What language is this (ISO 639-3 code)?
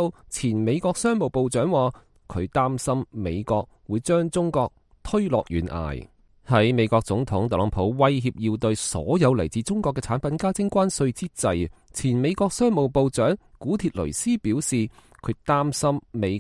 yue